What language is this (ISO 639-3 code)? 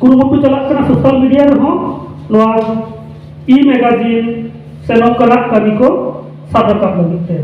sat